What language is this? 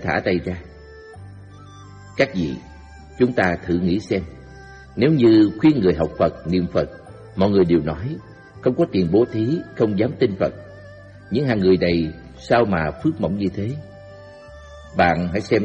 Vietnamese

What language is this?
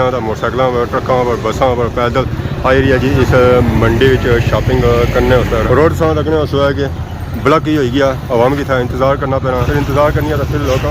Pahari-Potwari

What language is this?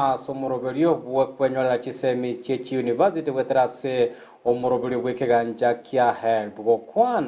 Gusii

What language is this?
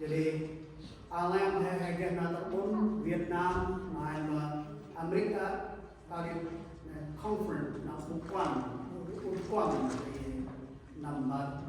Central Mnong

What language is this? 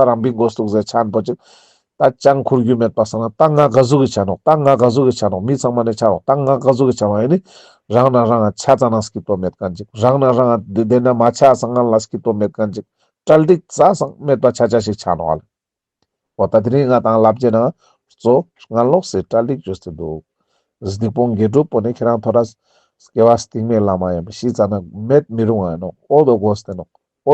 Ladakhi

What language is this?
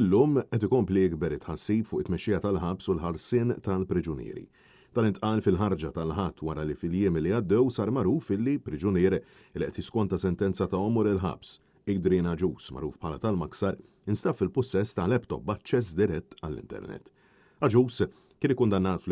Maltese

